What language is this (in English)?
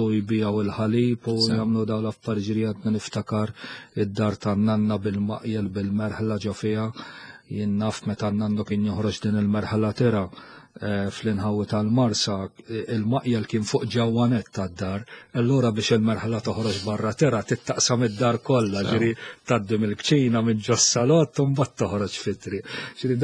Maltese